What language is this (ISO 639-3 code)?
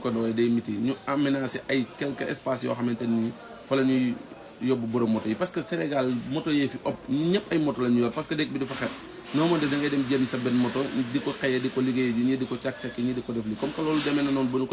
wol